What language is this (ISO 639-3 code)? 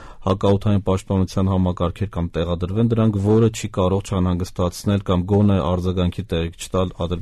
hye